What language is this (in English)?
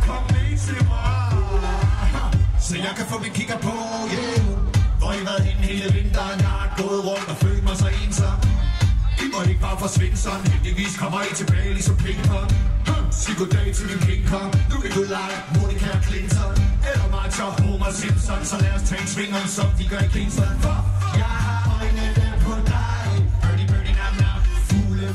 Danish